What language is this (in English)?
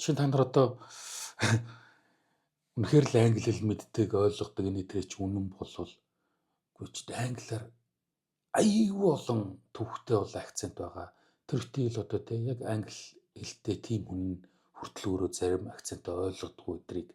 Mongolian